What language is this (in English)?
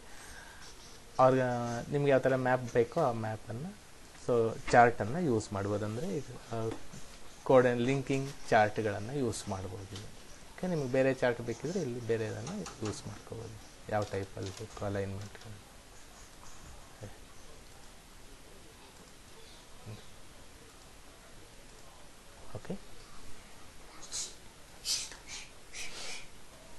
Kannada